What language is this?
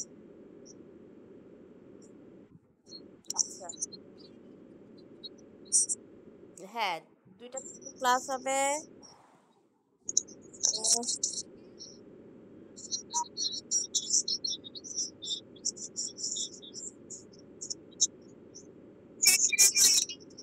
Bangla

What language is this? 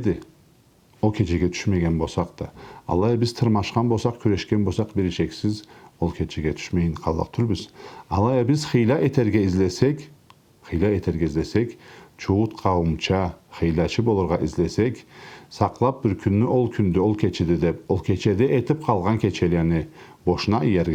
Karachay-Balkar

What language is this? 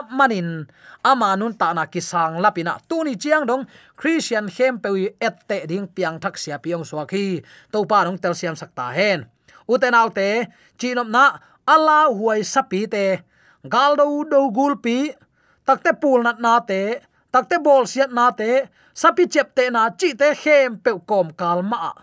Tedim Chin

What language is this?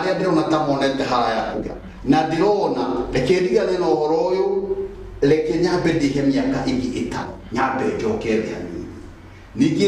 Kikuyu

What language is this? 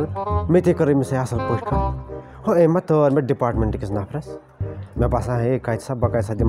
Kashmiri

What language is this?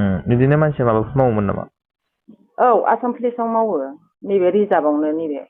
Bodo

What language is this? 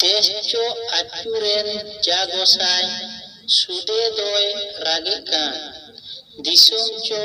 Santali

